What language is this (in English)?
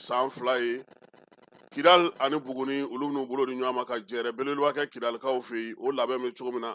Bambara